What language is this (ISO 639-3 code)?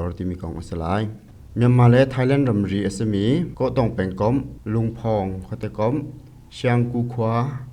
cnh